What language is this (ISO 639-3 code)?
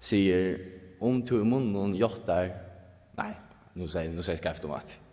fao